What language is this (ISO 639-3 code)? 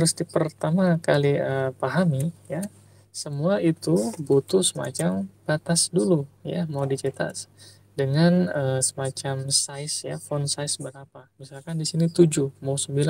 ind